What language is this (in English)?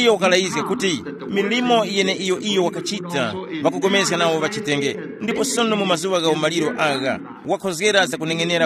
Tumbuka